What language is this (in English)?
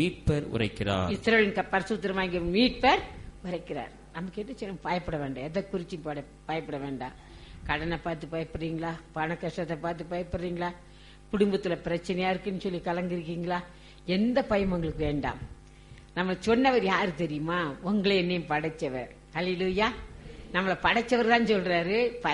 Tamil